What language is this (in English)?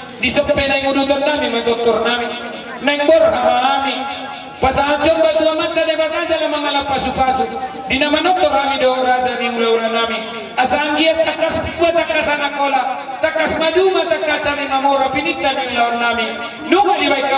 Batak Toba